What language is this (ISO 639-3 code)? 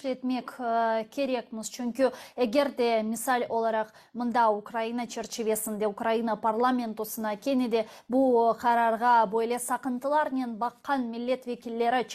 crh